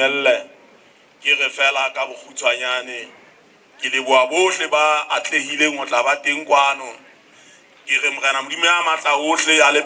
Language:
Southern Sotho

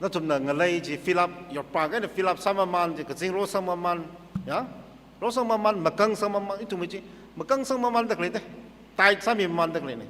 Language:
Tangkhul Naga (India)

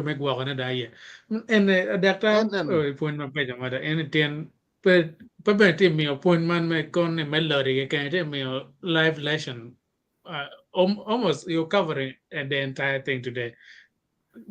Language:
Acoli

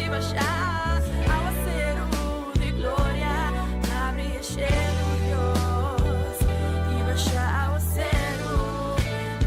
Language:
Papiamento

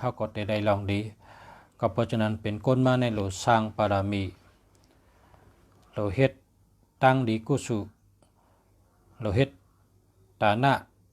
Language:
Shan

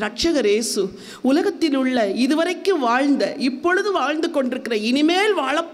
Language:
Tamil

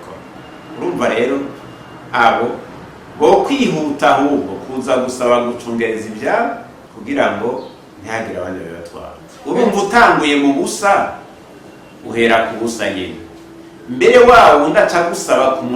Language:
Rundi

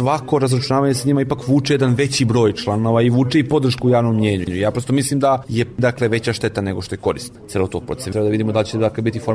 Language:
Serbian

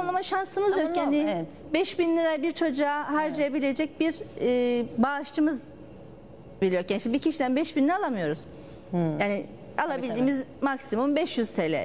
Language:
Turkish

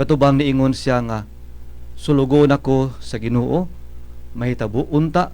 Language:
Cebuano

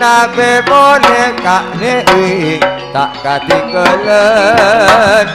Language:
Madurese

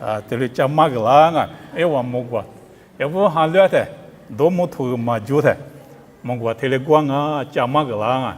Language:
Lisu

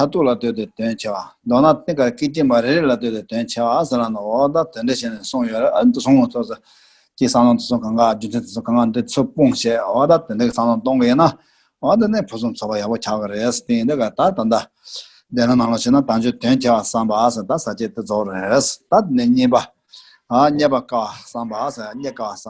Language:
Tibetan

